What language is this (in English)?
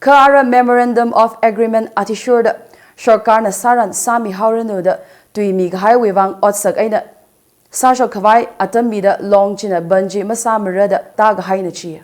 Tangkhul Naga (India)